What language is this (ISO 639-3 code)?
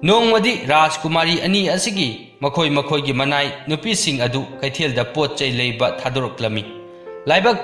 mni